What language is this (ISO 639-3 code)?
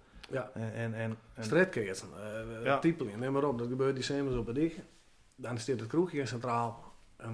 fry